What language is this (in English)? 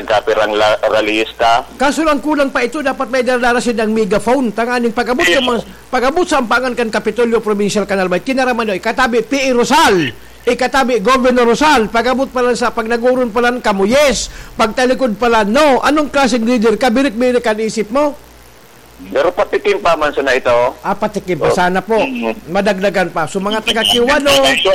Bikol